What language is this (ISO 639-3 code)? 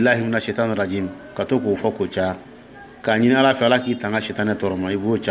dyu